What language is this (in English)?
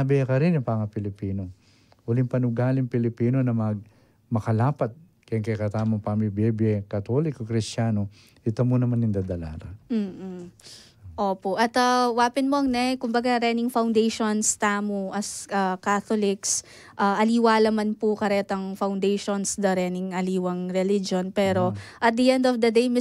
Pampanga